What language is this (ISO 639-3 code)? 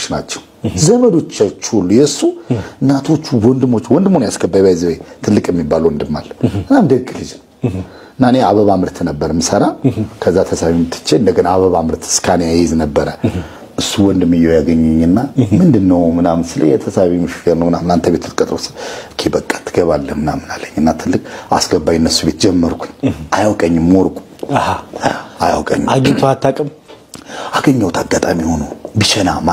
amh